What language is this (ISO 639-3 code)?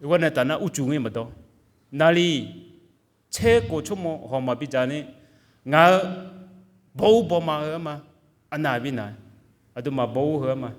ahk